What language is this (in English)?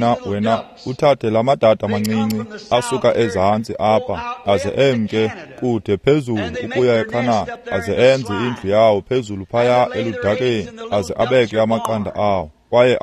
Xhosa